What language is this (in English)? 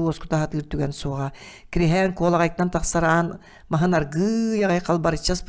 Yakut